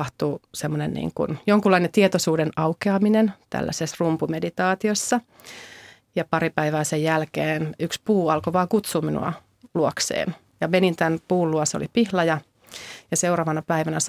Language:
Finnish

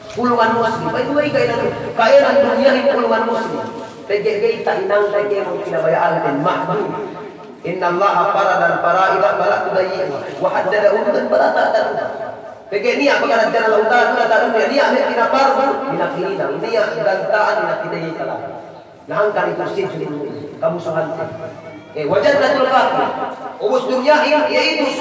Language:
Yakan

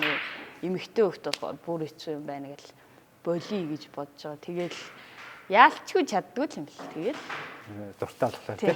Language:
Mongolian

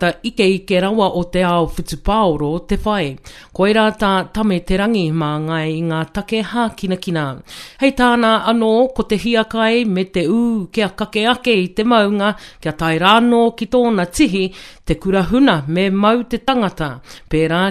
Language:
Māori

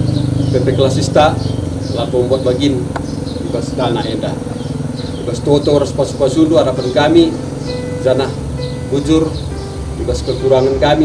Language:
Batak Karo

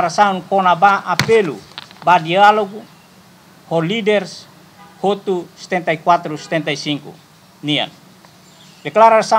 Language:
Tetum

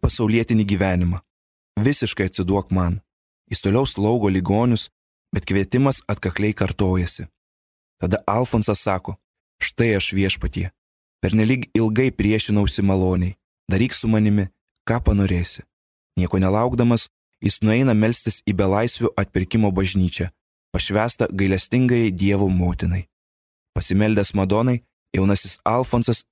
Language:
Lithuanian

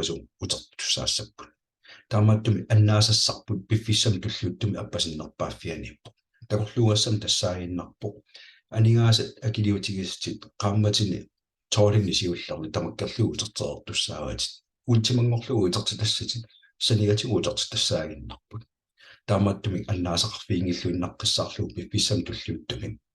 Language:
Kalaallisut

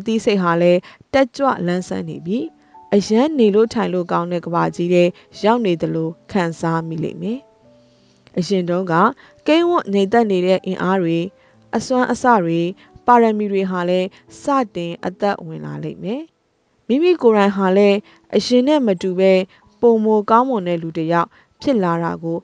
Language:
Burmese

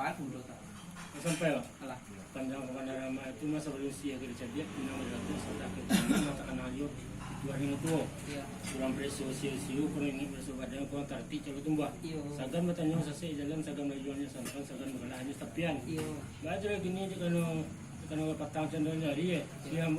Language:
Minangkabau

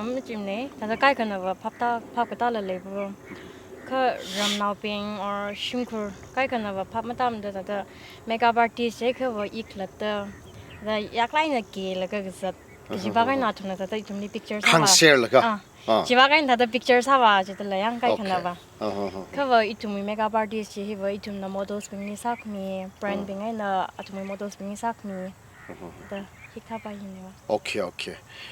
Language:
Tangkhul Naga (India)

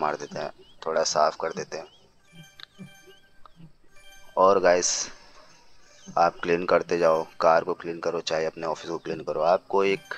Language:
Hindi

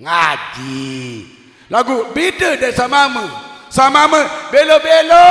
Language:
Sasak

